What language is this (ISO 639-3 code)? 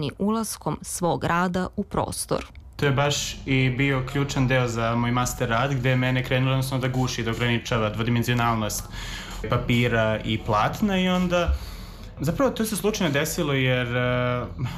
srp